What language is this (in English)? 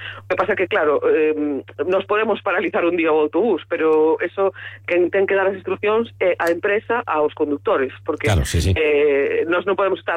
Galician